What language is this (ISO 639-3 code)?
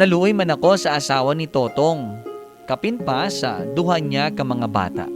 hil